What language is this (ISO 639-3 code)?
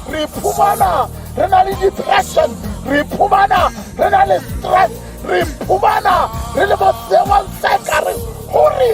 tsn